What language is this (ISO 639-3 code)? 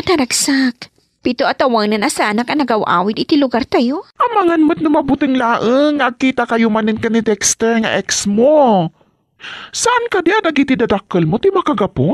ilo